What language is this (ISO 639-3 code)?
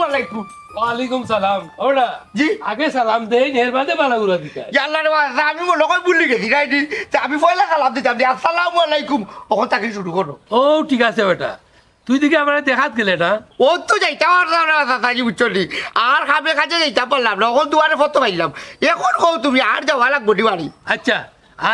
syl